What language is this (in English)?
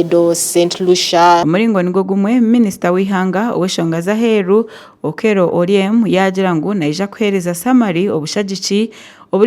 Nyankole